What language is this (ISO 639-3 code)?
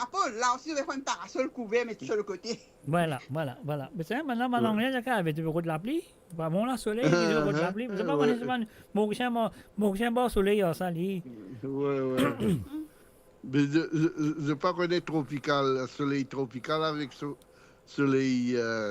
mfe